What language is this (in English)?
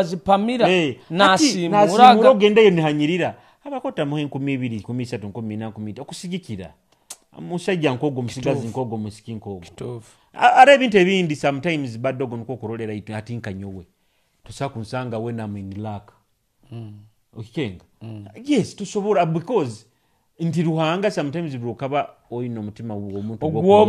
Nyoro